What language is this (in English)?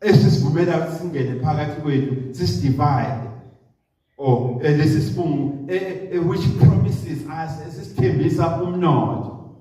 Zulu